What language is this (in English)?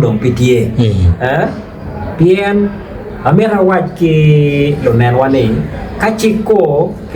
Acoli